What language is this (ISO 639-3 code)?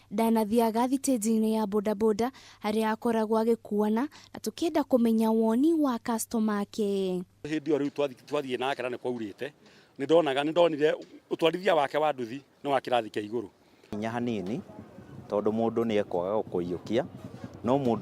kik